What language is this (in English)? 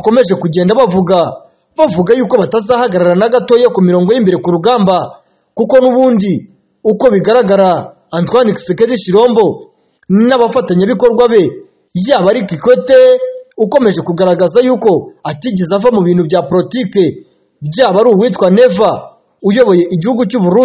Kinyarwanda